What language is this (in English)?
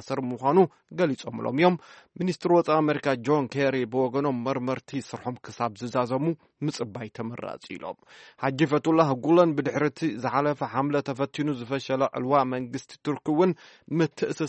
Tigrinya